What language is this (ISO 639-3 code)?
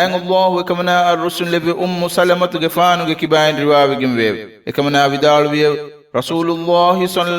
div